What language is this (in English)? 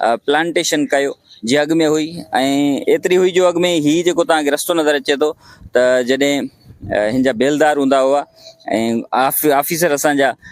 Sindhi